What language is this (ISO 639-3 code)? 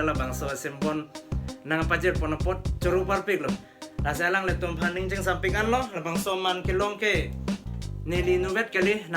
mjw